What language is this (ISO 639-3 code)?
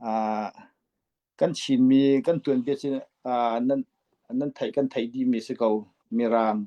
cfm